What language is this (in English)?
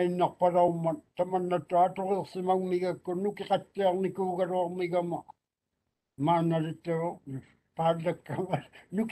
Māori